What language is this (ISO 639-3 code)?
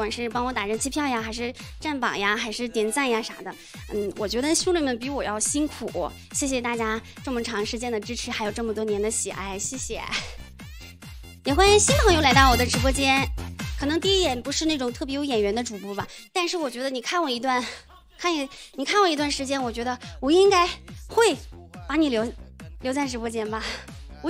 zho